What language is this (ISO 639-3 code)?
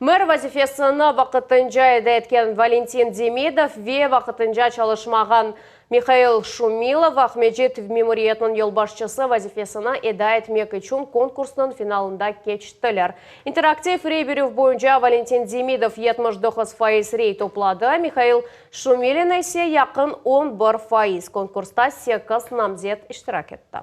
crh